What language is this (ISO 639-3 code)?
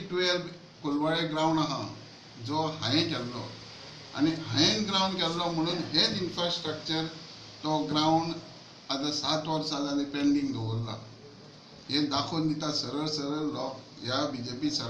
kok